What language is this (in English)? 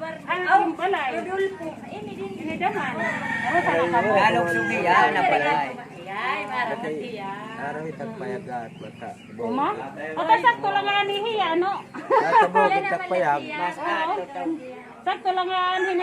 Waray